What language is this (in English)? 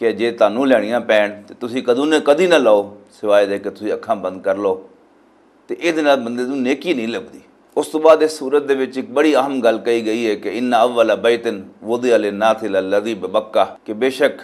Western Panjabi